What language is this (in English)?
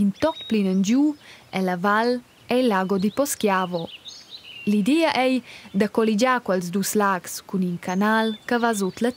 Romansh